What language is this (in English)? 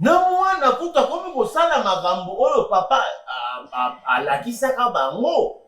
Lingala